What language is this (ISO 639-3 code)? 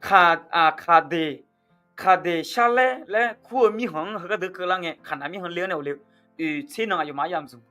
ahk